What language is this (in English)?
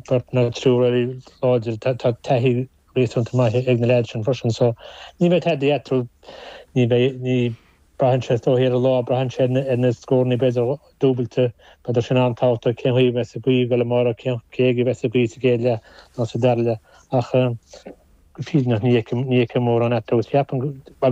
Irish